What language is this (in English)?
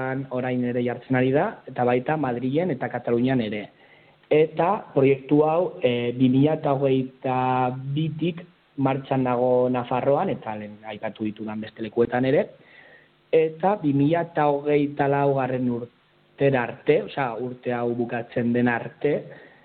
Basque